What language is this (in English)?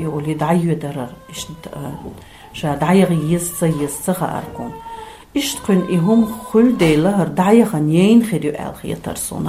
Chechen